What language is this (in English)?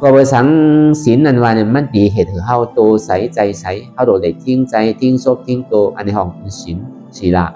Shan